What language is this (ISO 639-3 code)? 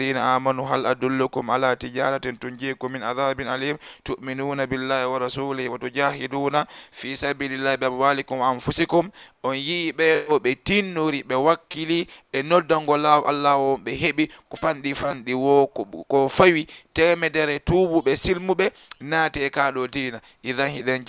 ful